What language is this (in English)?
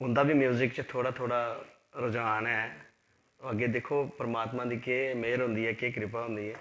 Dogri